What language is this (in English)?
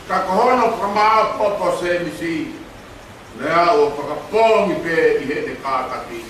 Tongan